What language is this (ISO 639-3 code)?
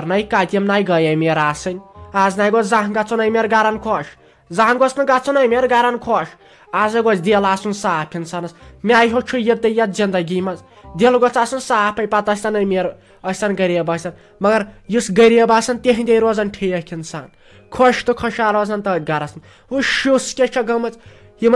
kas